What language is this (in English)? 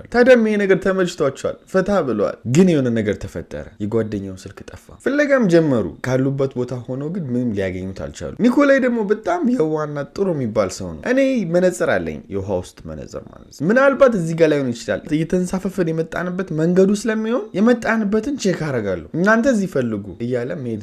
Amharic